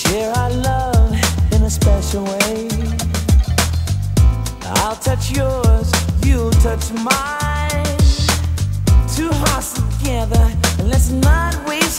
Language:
English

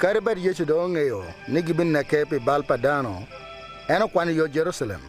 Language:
Acoli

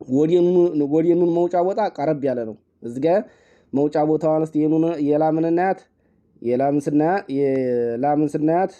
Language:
Amharic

